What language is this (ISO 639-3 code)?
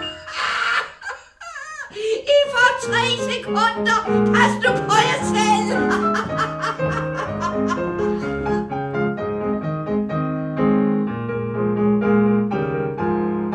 dan